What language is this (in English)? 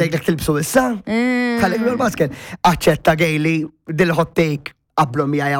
Maltese